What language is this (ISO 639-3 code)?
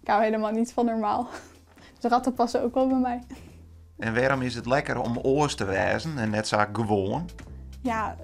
fry